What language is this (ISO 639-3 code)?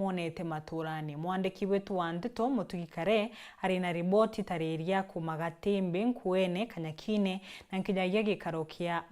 mer